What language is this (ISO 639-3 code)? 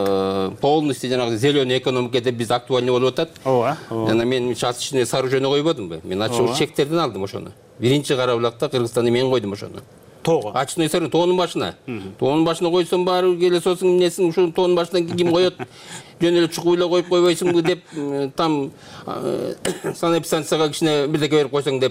kir